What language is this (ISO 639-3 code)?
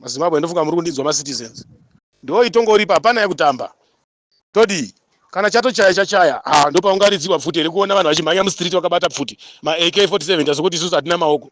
sna